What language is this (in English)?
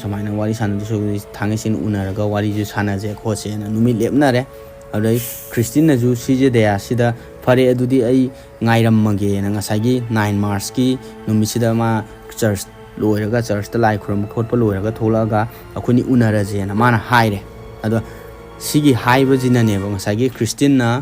Manipuri